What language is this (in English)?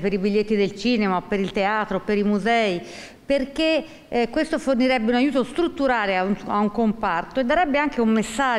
Italian